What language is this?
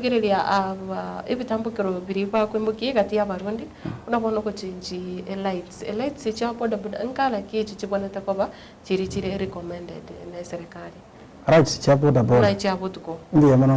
Gusii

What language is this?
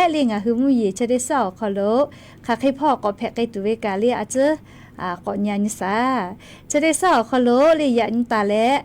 Lahu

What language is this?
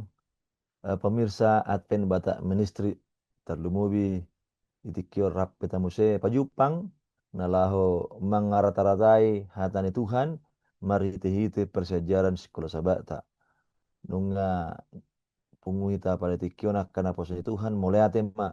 Batak Toba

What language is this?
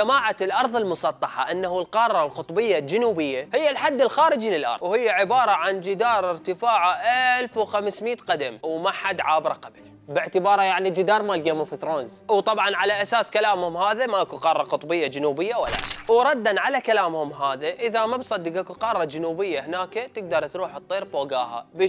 Mesopotamian Arabic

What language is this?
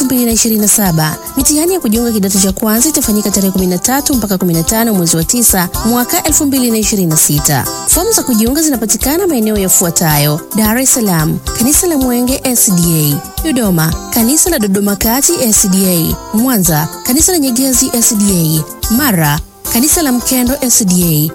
Swahili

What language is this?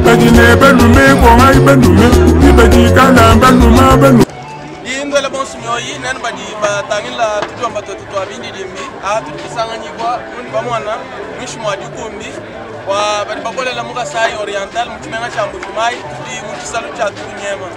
Luba-Lulua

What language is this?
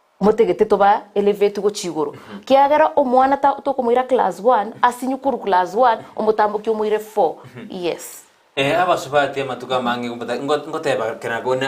Gusii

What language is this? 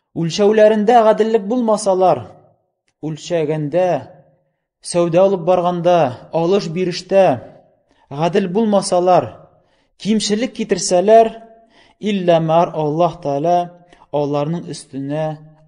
Tatar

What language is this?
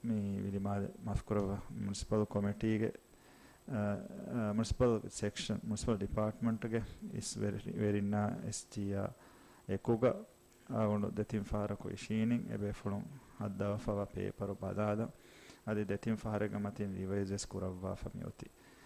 Divehi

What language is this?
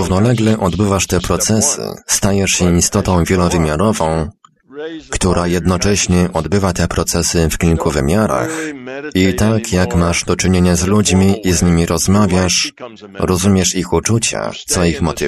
Polish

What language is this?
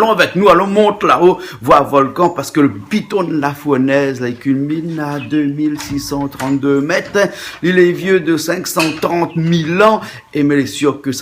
Réunion Creole French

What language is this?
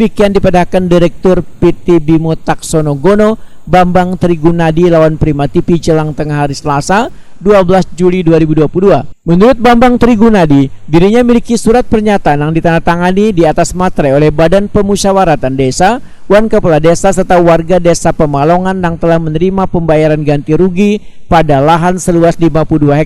Banjar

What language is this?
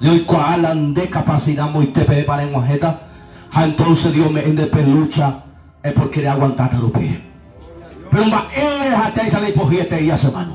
Guarani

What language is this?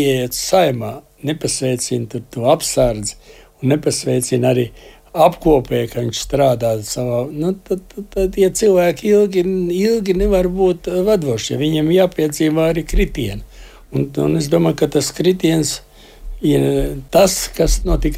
Latvian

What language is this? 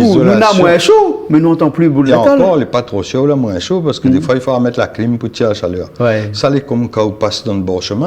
Réunion Creole French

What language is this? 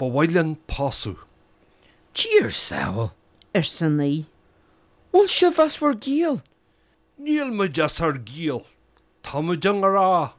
Irish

